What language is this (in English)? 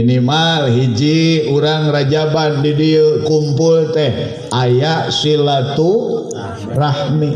Sundanese